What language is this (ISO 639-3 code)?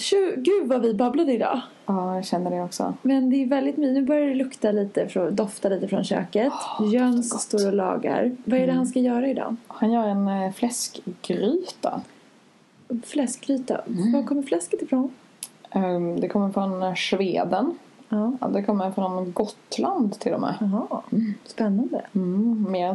swe